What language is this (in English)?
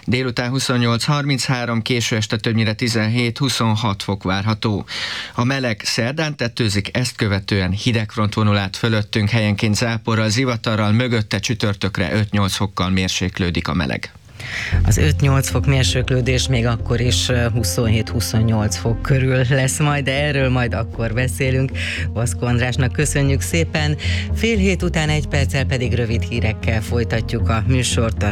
Hungarian